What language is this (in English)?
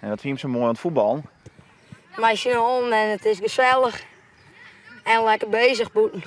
Western Frisian